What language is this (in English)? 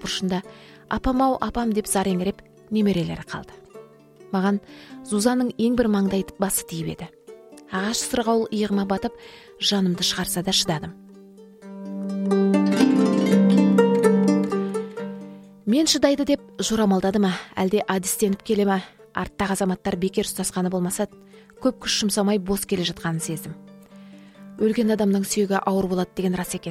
Kazakh